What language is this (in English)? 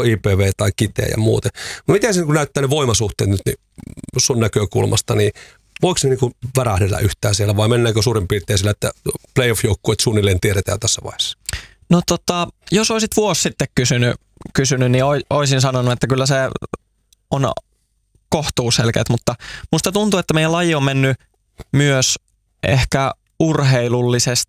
Finnish